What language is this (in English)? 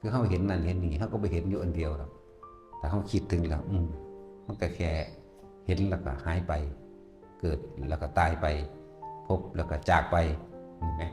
Northeastern Thai